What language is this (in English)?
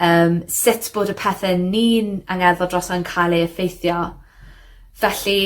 Welsh